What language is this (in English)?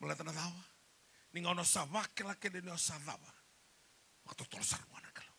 Fijian